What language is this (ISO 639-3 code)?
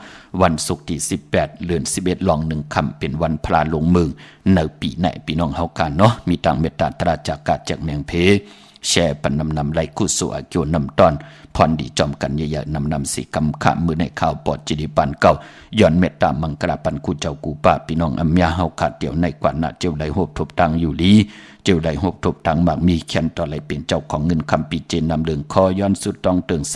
shn